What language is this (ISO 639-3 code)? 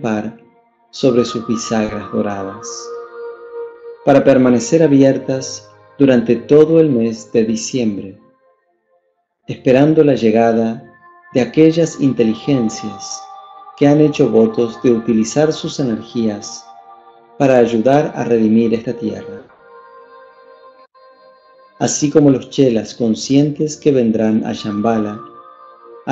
spa